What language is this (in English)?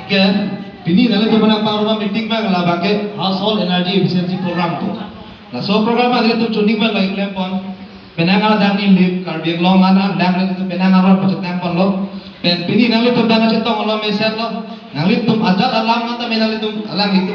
Karbi